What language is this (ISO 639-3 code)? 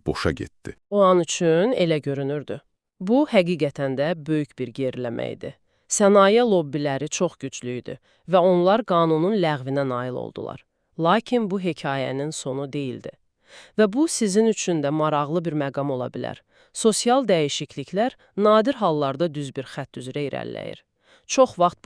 aze